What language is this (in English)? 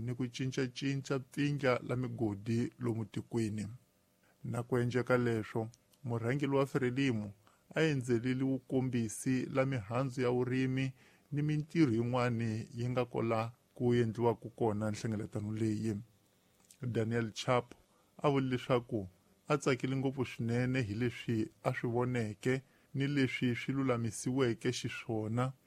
Tsonga